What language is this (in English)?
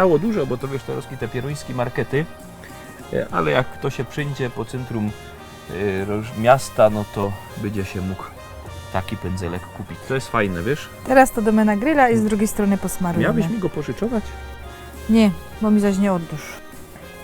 Silesian